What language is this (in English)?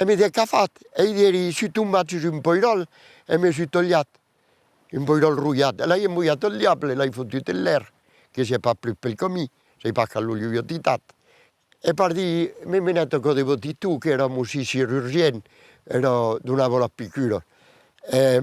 Occitan